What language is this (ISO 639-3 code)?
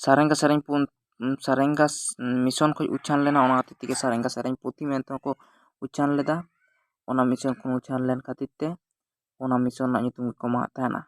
sat